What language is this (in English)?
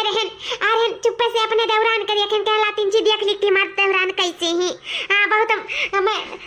Awadhi